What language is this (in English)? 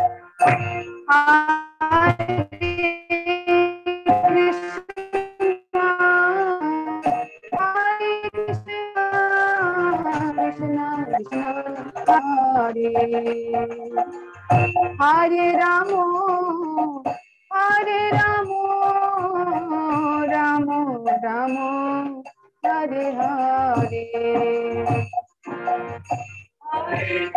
Bangla